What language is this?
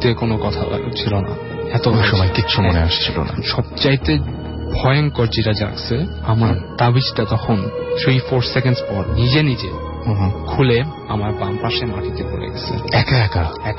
Bangla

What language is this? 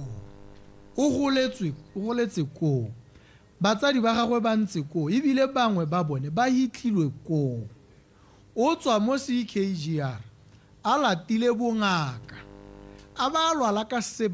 Tswana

